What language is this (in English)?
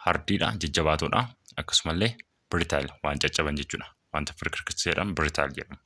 Oromo